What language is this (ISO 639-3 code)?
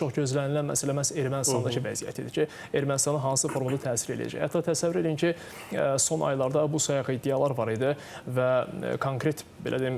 aze